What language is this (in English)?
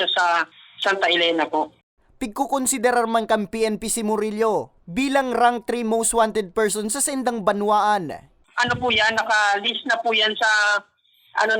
Bikol